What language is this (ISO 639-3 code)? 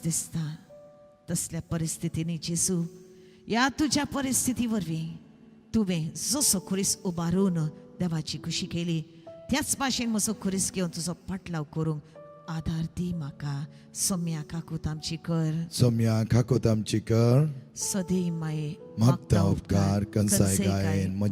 kok